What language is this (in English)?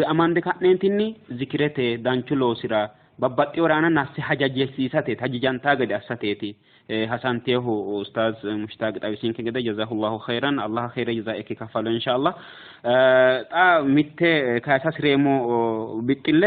Sidamo